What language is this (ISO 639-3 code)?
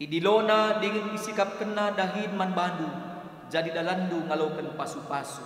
btx